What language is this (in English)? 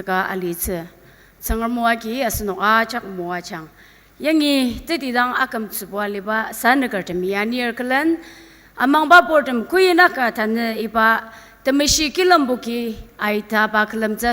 Ao Naga